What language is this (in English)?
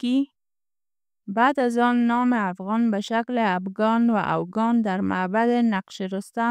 Pashto